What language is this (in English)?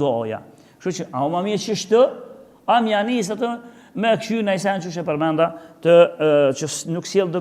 Albanian